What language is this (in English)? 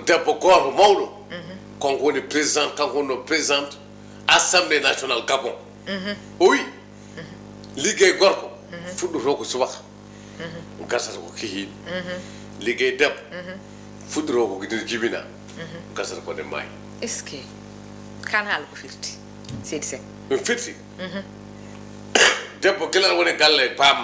Fula